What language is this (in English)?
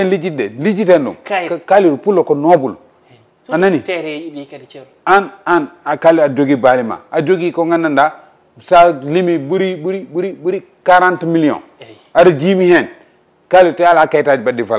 Fula